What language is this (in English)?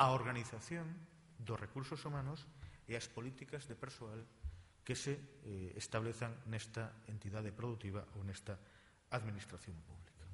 Galician